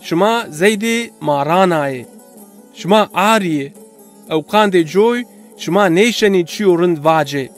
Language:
Zaza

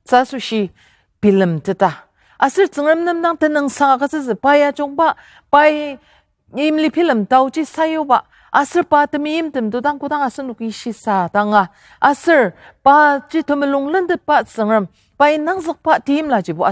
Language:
Ao Naga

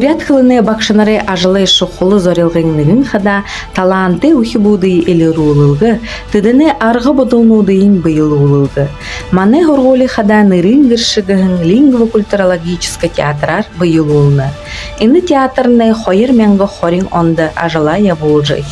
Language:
Buriat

